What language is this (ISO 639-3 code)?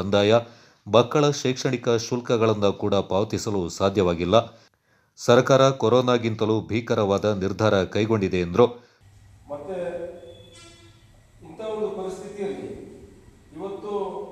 kan